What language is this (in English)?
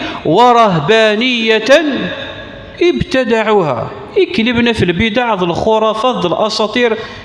Kabyle